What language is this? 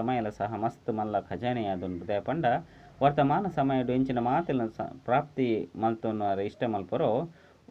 Tulu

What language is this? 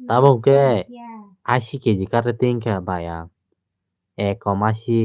Kok Borok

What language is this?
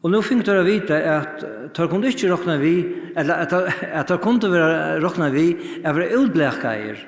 Faroese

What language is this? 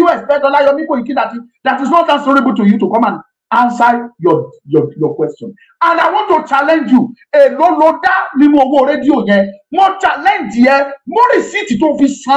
Yoruba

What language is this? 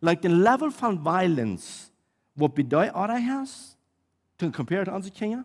Plautdietsch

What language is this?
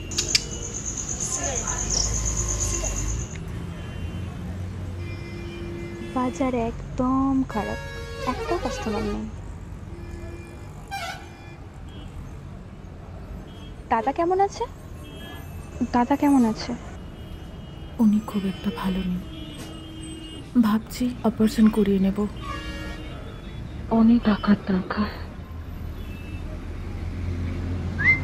Bangla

